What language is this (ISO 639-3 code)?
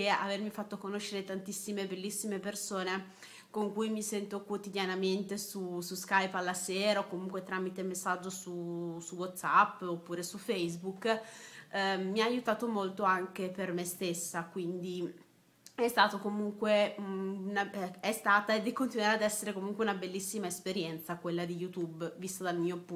ita